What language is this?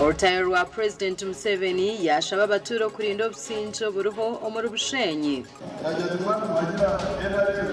Nyankole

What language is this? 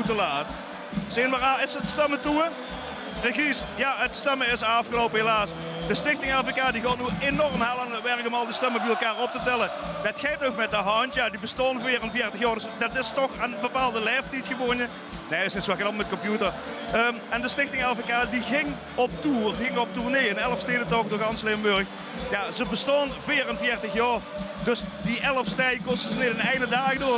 Limburgish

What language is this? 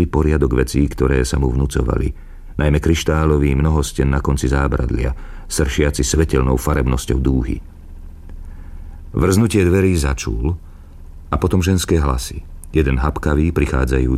Slovak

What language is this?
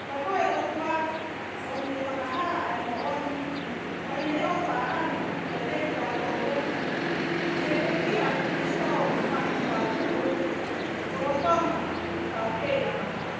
Tongan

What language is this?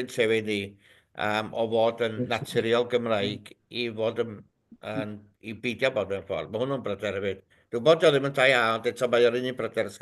Welsh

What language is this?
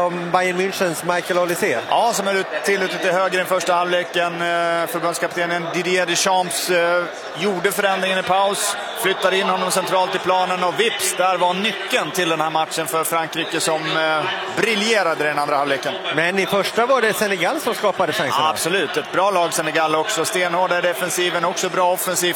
Swedish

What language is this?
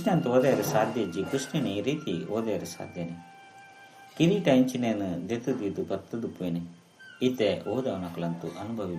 Tulu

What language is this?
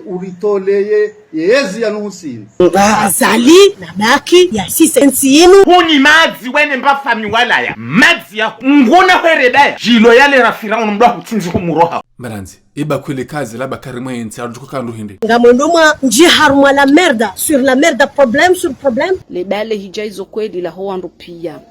Ngazidja Comorian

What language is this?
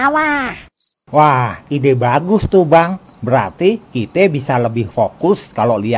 Betawi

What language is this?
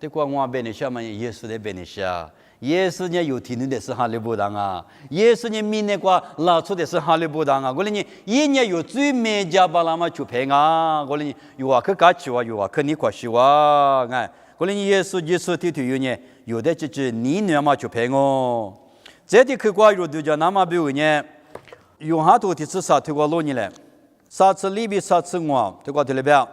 Lisu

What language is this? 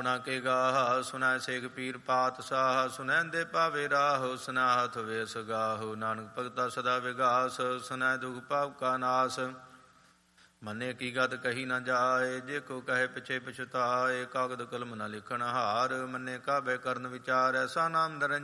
Punjabi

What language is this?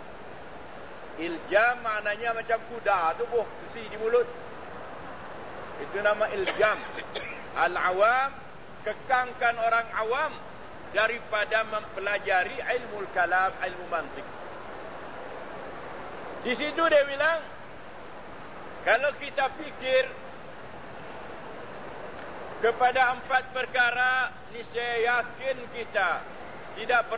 Malay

